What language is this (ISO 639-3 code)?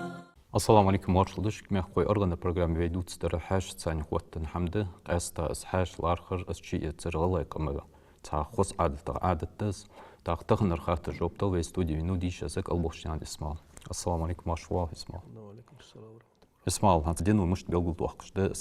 inh